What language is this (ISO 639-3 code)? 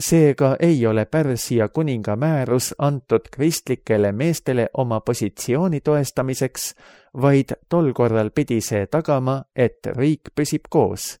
est